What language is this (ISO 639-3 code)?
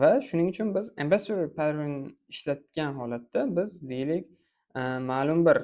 uzb